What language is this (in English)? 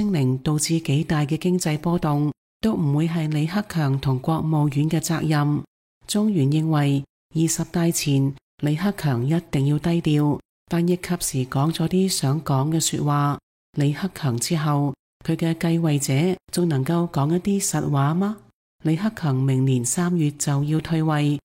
Cantonese